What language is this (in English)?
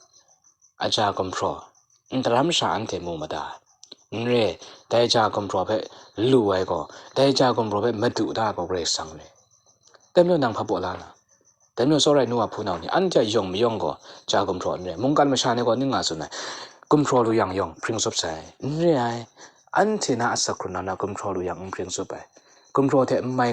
Kachin